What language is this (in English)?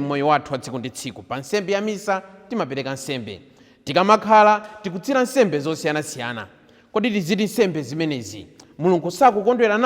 Nyanja